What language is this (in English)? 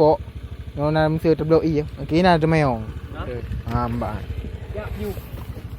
Achinese